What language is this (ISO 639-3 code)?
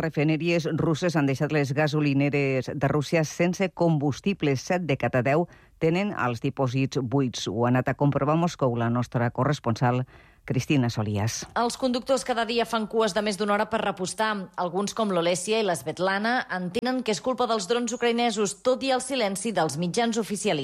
cat